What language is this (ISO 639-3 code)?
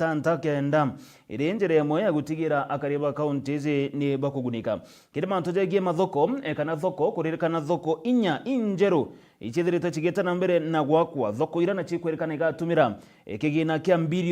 mer